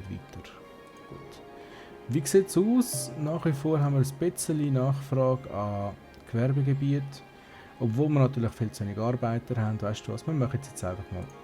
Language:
Swiss German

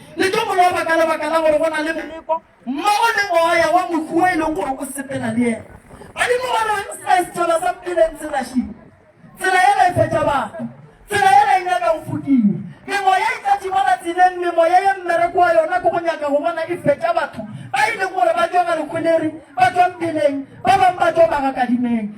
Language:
Northern Sotho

